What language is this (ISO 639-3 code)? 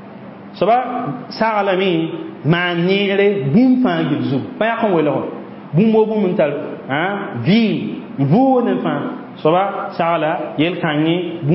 mos